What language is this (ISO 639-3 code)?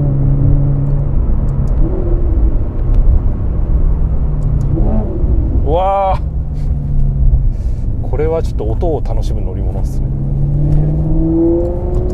jpn